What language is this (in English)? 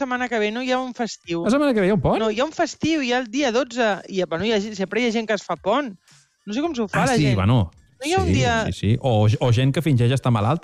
Catalan